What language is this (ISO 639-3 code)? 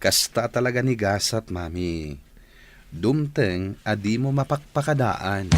ilo